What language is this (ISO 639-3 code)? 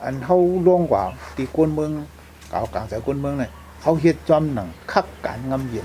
shn